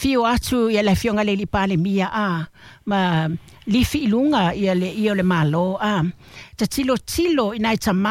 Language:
Samoan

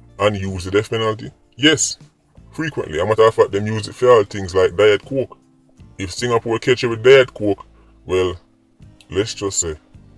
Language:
Jamaican Creole English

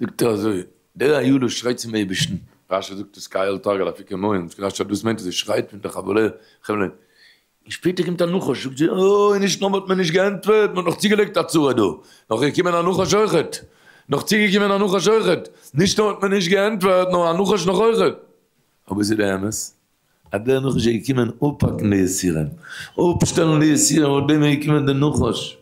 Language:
Yiddish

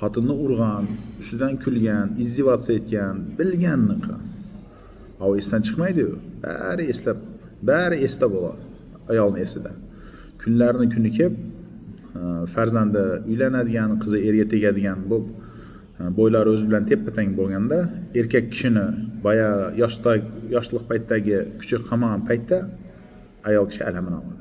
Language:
Uzbek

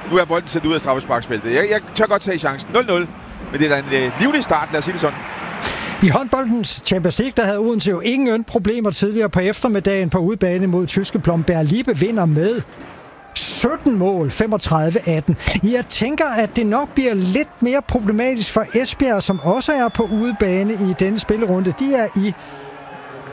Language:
Danish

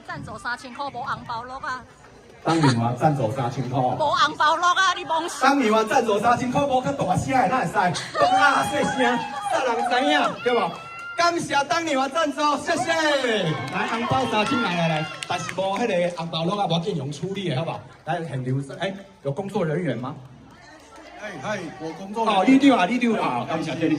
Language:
Min Nan Chinese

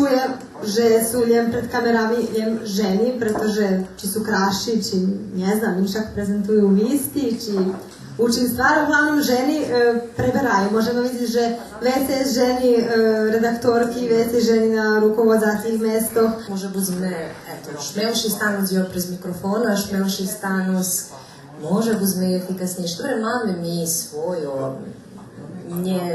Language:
Rusyn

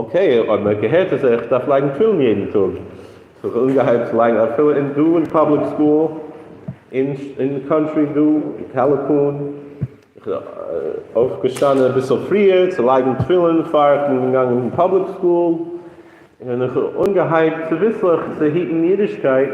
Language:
Yiddish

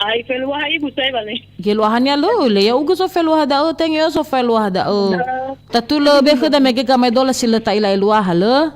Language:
Nias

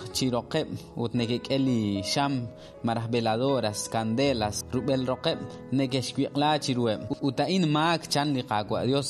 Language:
Kekchí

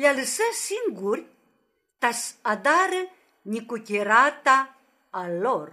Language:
Aromanian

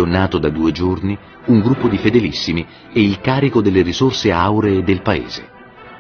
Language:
Italian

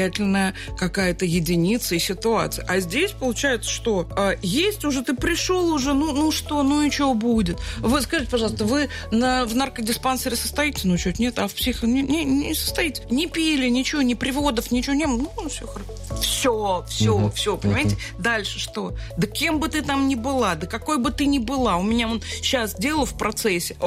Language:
Russian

